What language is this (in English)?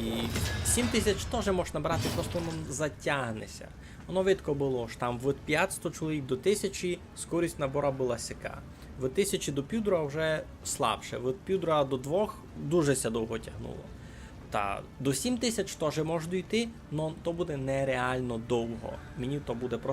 Rusyn